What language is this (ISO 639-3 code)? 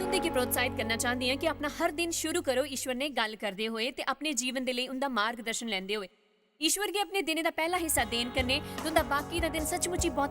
doi